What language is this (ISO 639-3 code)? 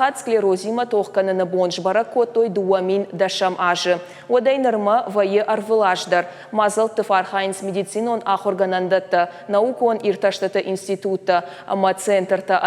oss